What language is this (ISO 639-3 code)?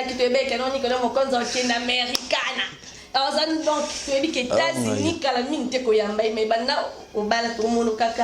lin